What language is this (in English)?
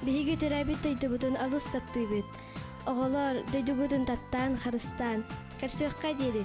Yakut